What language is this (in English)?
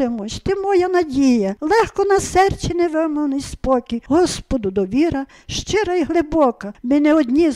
Ukrainian